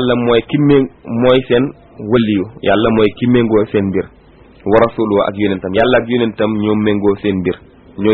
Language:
Wolof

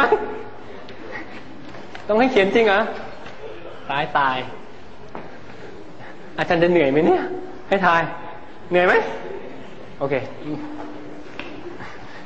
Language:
Thai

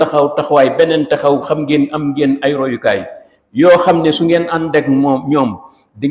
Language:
Wolof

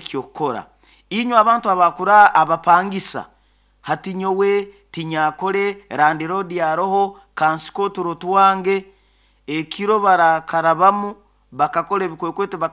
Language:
Nyoro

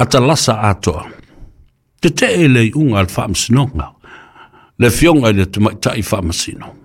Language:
Samoan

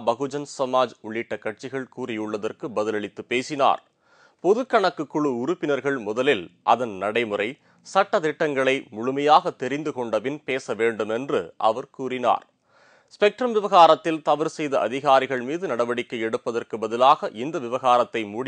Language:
Tamil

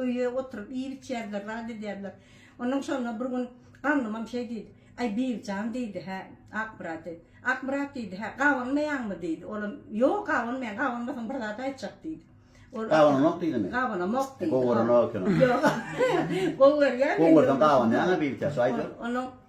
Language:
Turkmen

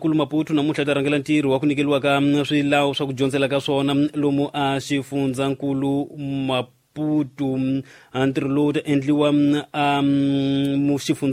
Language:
Tsonga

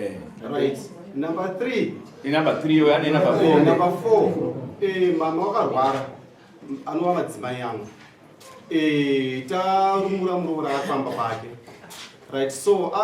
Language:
Shona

